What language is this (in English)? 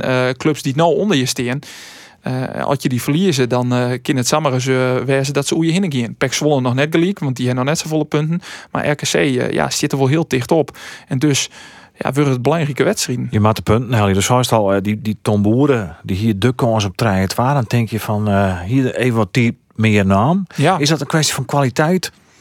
Western Frisian